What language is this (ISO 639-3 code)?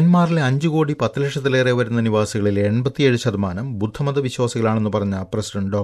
mal